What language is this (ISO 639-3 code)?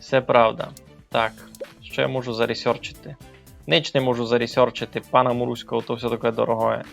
rue